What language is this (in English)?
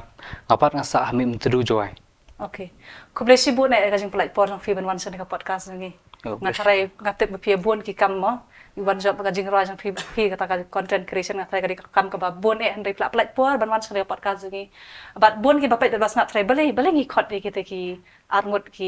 Khasi